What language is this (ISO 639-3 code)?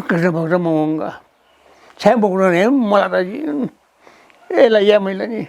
new